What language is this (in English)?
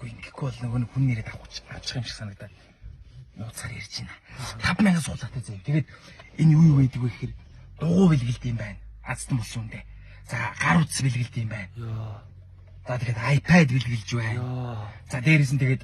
Mongolian